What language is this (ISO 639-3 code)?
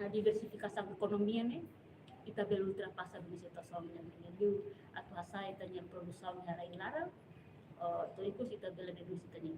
tet